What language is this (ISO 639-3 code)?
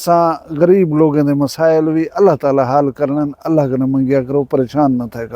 skr